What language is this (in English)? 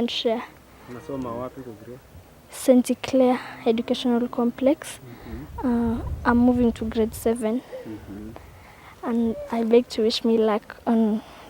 Nandi